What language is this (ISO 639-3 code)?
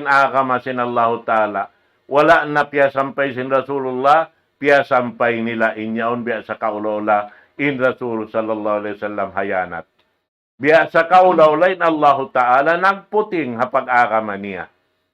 tsg